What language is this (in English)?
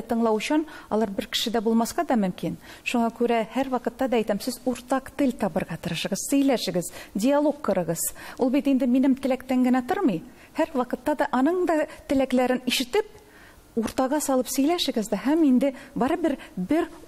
Tatar